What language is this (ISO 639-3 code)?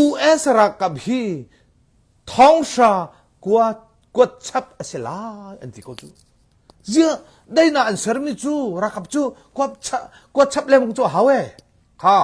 cnh